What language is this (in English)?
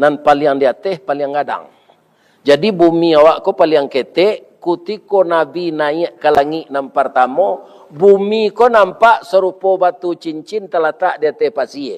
Minangkabau